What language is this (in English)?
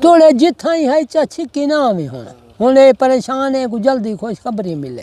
Saraiki